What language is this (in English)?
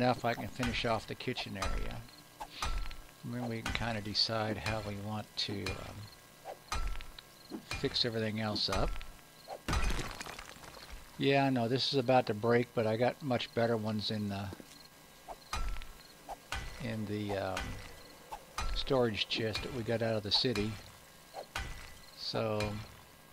English